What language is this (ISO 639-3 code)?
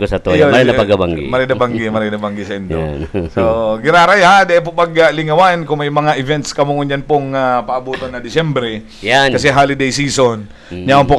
bik